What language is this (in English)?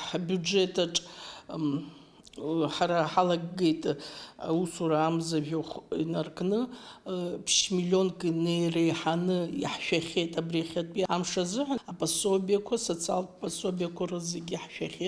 Abkhazian